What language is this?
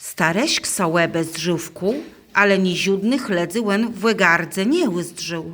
Kashubian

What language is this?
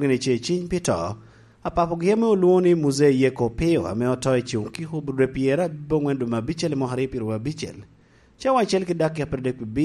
Lango (Uganda)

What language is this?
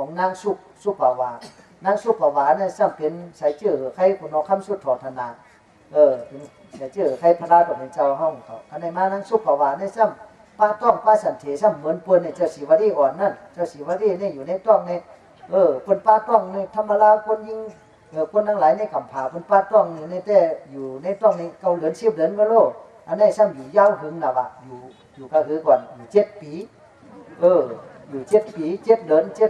Shan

